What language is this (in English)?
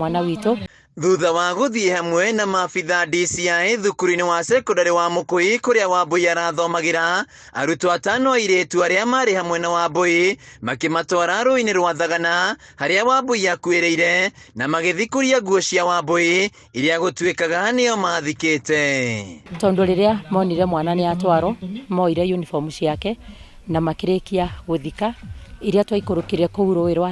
Kikuyu